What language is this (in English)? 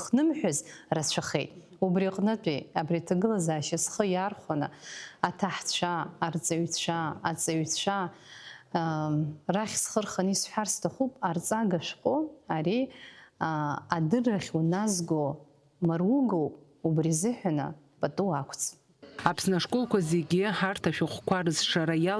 Abkhazian